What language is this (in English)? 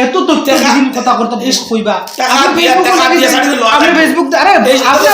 Sylheti